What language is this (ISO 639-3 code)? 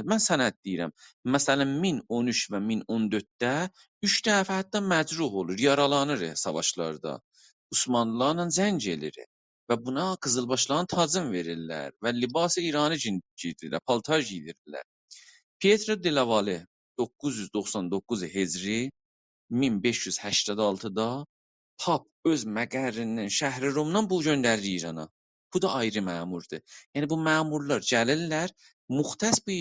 azb